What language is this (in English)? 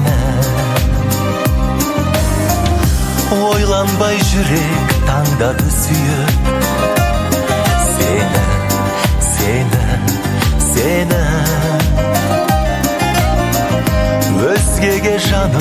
Kazakh